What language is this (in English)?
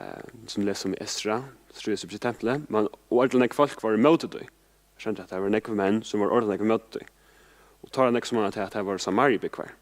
Faroese